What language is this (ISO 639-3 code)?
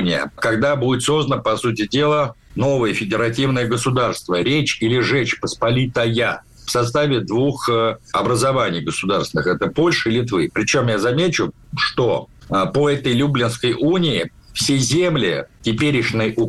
rus